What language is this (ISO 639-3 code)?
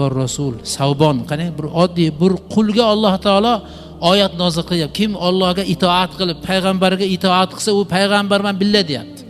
uzb